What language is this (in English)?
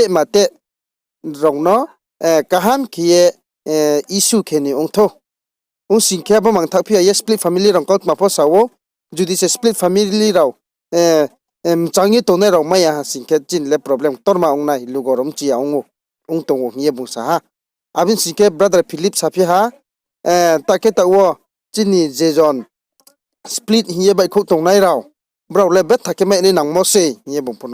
Riang (India)